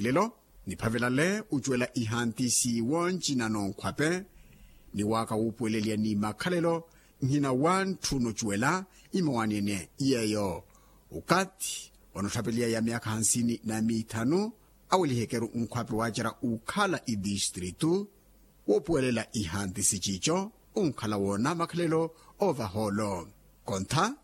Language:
Makhuwa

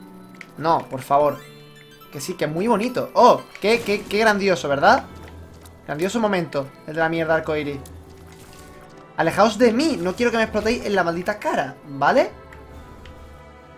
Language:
Spanish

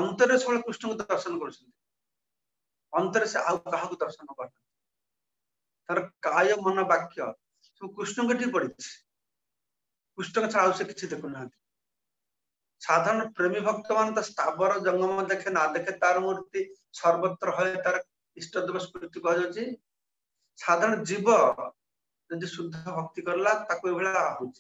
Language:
Odia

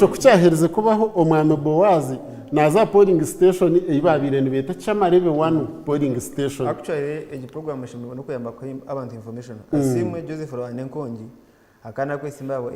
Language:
Nyankole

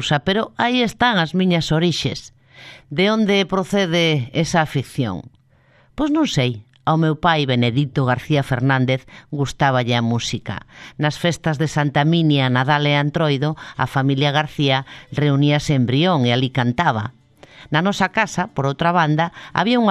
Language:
Galician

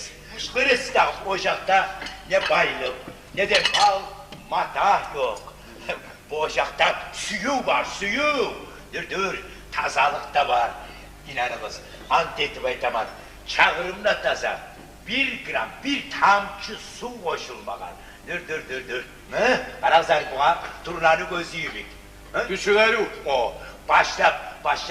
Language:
Kumyk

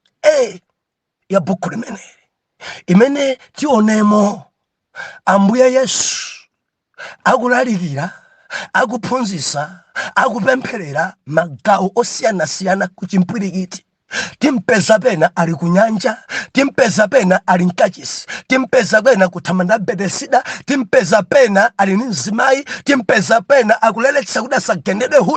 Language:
Nyanja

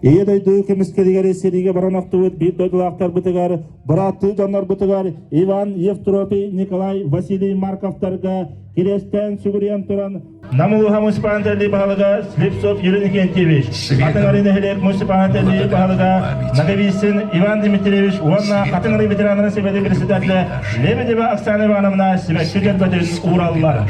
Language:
Yakut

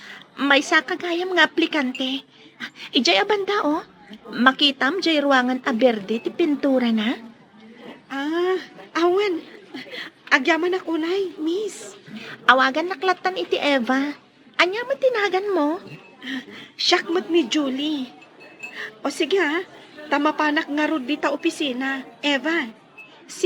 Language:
Iloko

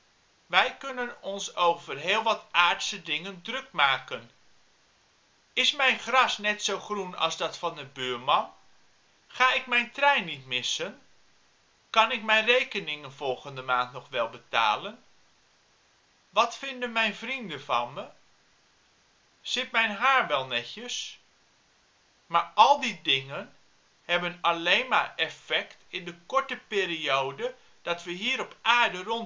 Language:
Dutch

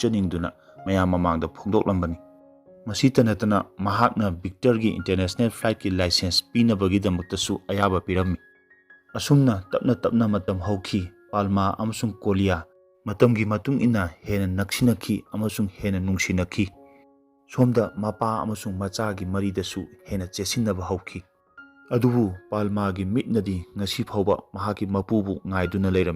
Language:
Manipuri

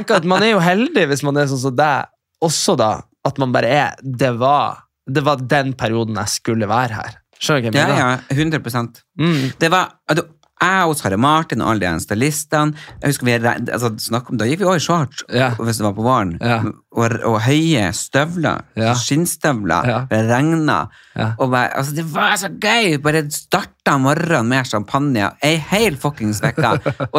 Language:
Norwegian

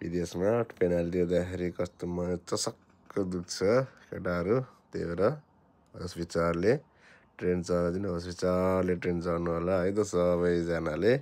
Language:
Nepali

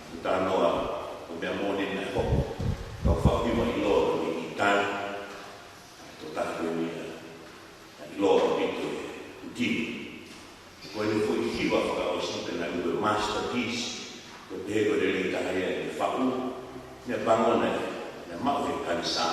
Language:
Tongan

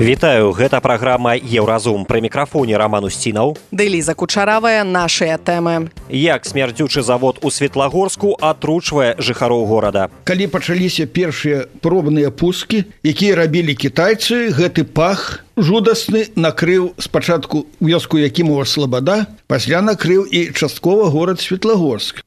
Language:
Belarusian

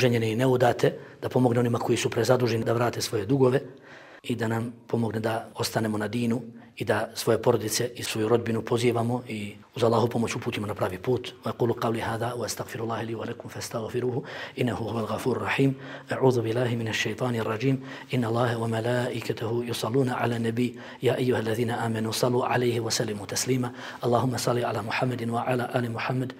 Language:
Bosnian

